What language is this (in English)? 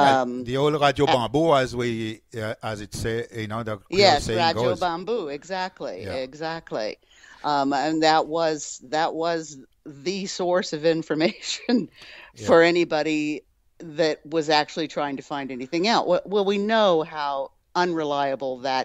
Seselwa Creole French